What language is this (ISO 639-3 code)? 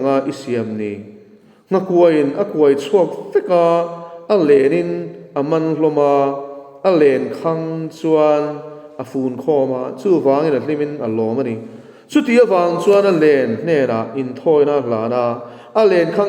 lus